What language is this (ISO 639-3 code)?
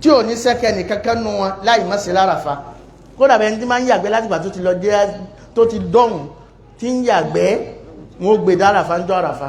yor